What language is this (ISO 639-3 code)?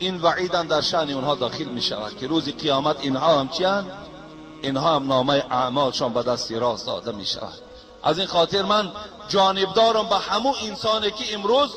tgk